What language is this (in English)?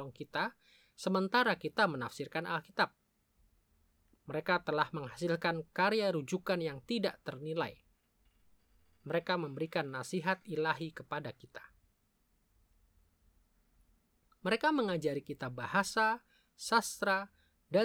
Indonesian